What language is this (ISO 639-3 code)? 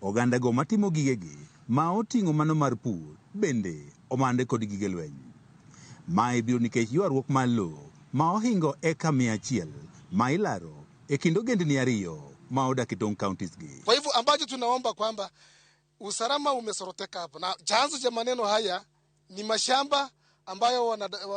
luo